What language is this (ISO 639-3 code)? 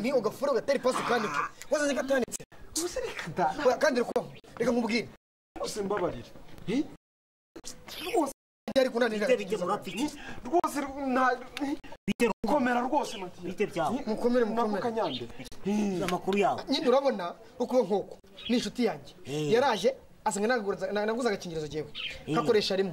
kin